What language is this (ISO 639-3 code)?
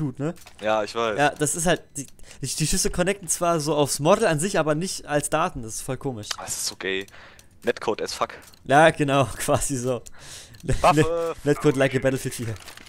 deu